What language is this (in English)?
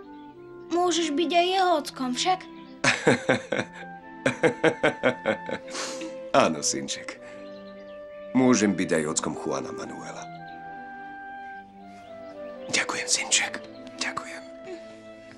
Slovak